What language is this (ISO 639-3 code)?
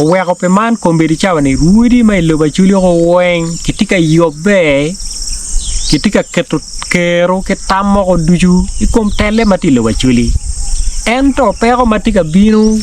ach